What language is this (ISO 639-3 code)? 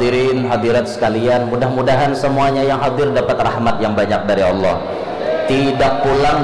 bjn